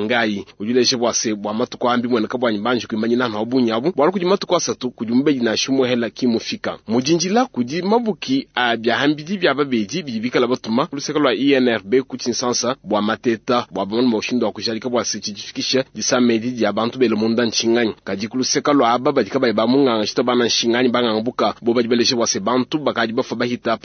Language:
Luba-Lulua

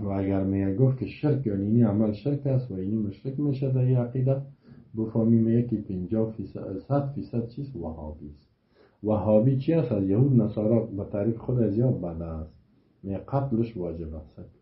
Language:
Persian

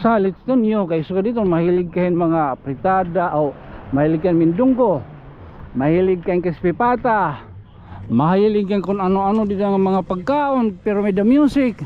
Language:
Waray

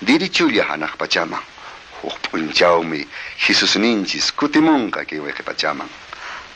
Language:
Quechua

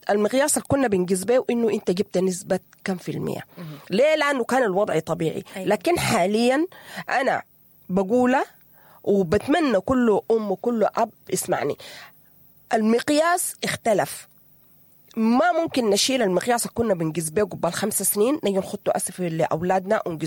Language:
Sudanese Arabic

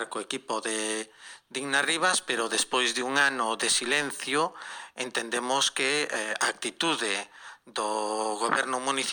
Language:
Galician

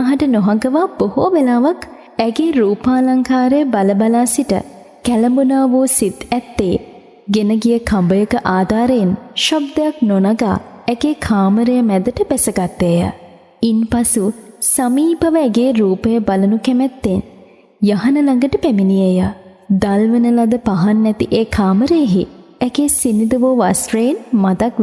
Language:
Sinhala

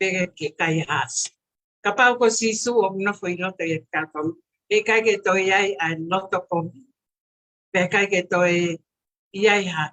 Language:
Tongan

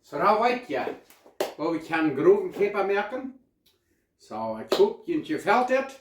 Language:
Plautdietsch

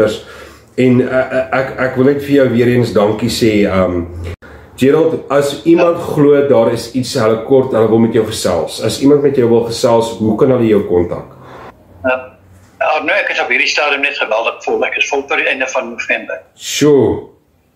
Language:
Afrikaans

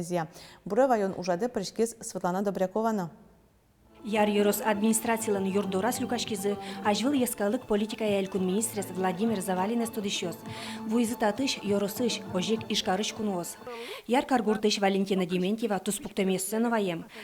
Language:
Udmurt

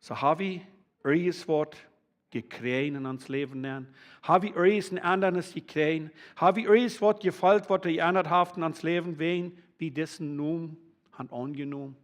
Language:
Plautdietsch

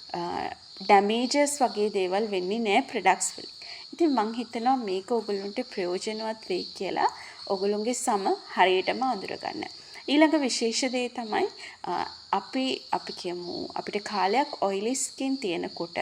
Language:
Sinhala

